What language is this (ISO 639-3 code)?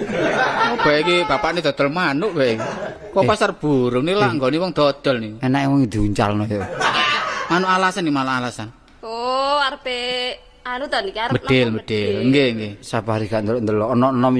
jav